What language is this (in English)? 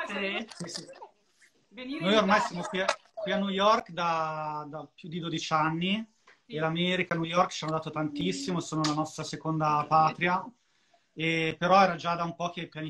Italian